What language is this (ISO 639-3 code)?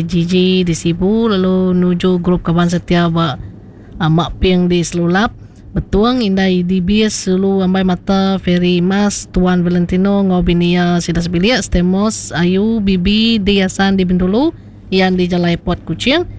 iba